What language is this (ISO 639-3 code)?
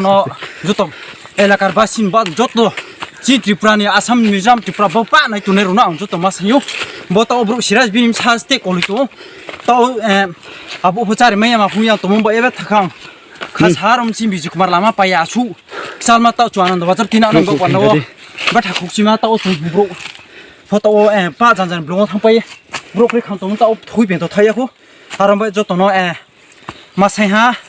ria